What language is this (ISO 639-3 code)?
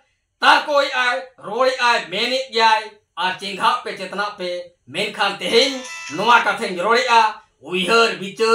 sat